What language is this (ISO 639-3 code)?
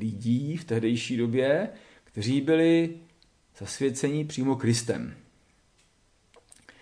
ces